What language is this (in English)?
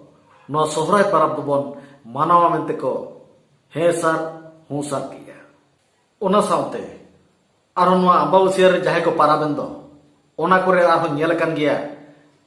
Santali